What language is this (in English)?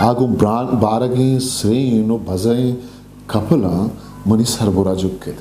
Eastern Balochi